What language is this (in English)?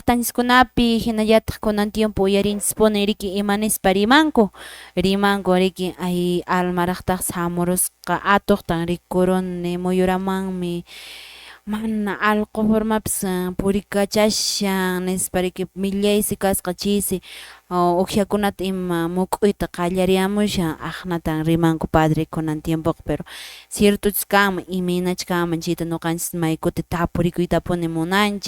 Quechua